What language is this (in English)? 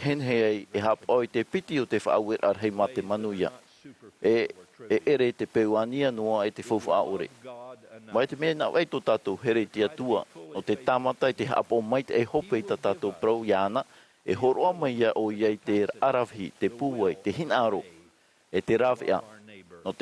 Tahitian